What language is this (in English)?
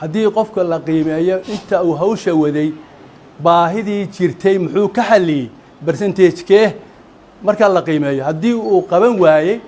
Somali